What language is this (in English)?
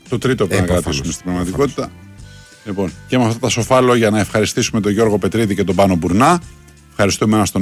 Greek